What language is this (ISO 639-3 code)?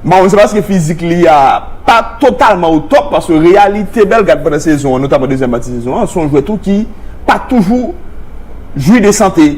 hat